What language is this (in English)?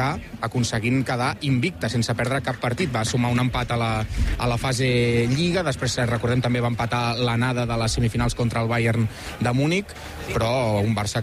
Catalan